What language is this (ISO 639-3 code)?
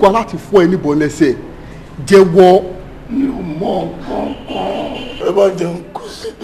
yor